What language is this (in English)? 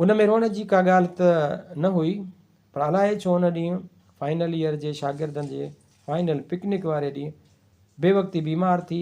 Sindhi